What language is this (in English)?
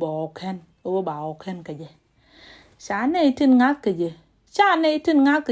Nuer